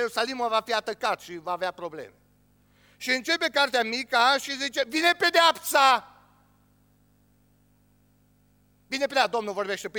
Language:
Romanian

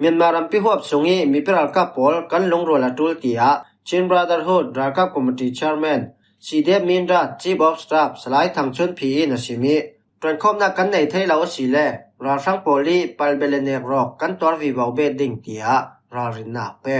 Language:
Falam Chin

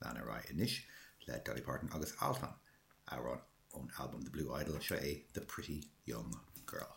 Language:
Irish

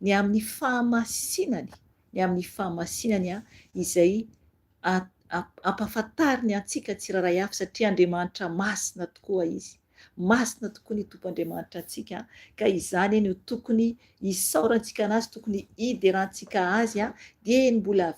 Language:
Malagasy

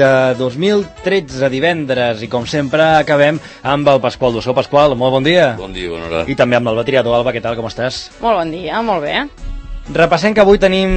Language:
Catalan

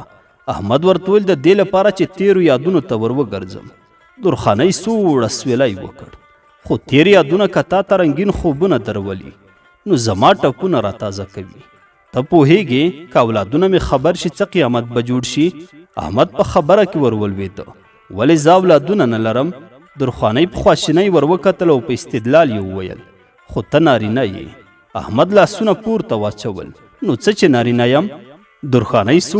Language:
Pashto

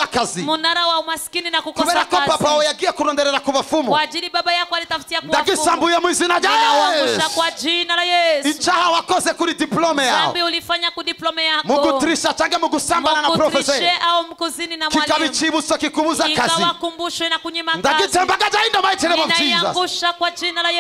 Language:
Kinyarwanda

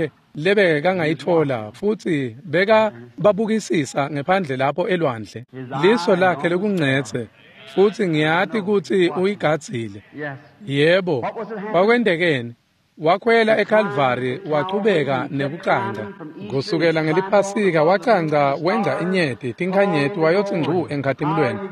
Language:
Swati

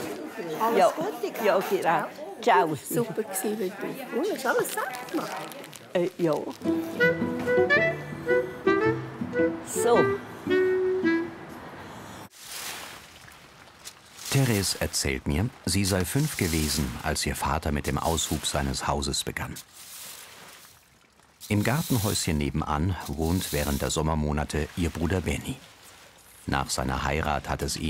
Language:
German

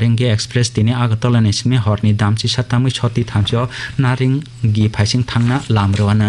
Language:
Kok Borok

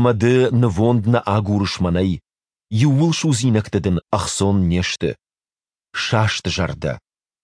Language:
Ossetic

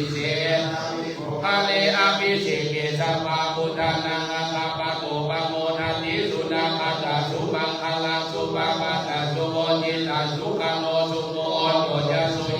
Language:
Pali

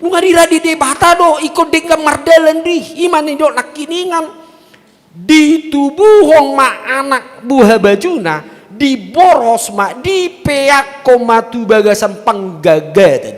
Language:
Batak Toba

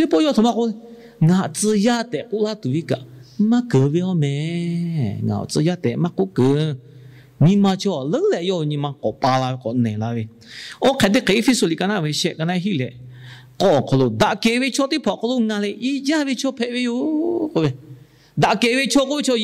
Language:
Lahu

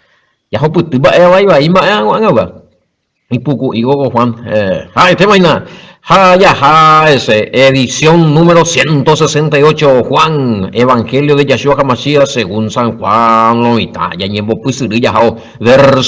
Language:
Guarani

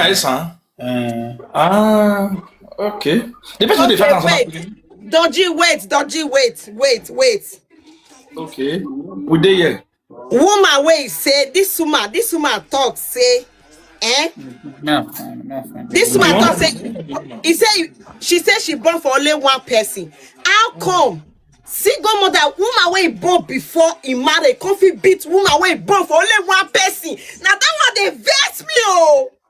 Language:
Nigerian Pidgin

